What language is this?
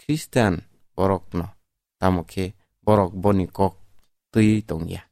Kok Borok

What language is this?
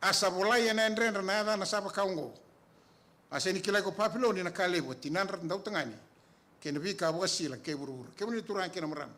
Fijian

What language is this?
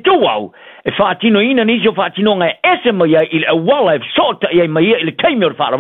Samoan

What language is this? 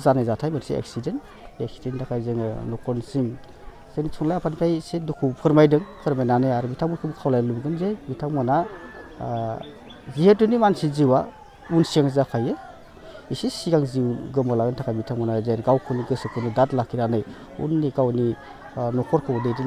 Bodo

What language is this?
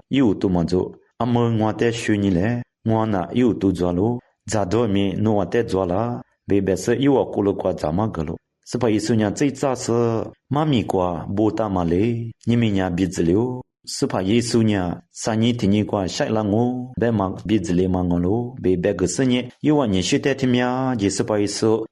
Lisu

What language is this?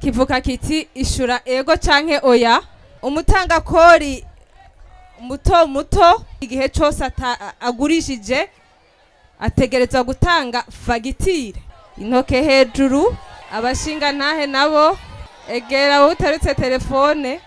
Rundi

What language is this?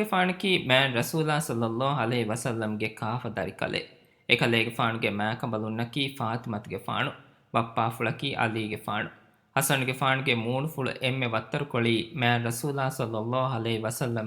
Divehi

